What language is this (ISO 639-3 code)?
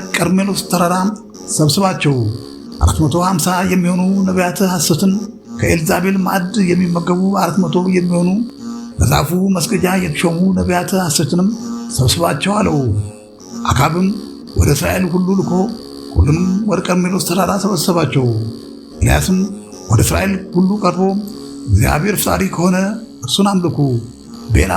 amh